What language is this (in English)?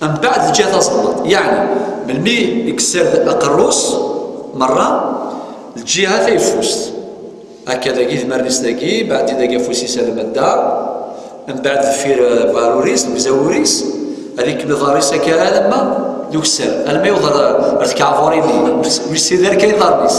Kabyle